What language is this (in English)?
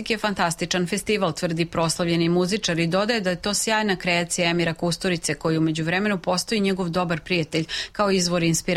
Serbian